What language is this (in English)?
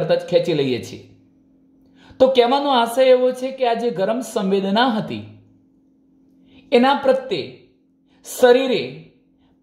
Gujarati